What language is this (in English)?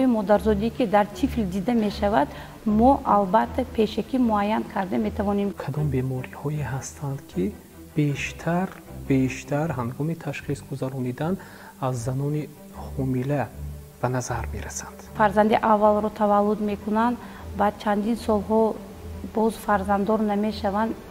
Tajik